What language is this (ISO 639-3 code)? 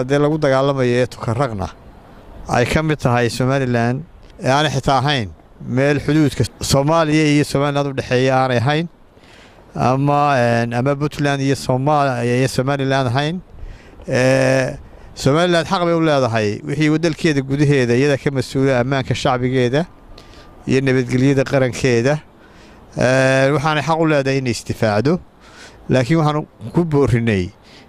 som